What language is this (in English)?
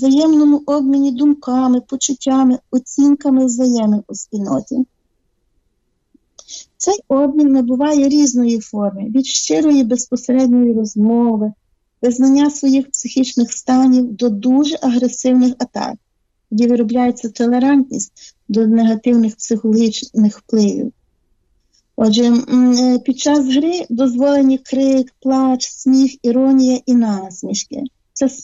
Ukrainian